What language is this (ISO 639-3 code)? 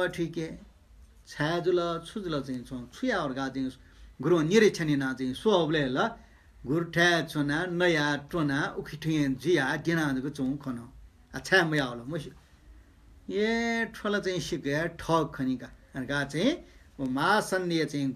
new